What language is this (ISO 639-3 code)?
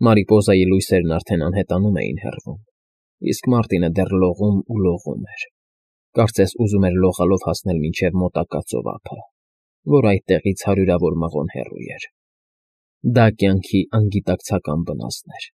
hye